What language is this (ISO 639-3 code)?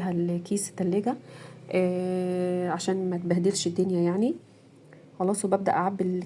arz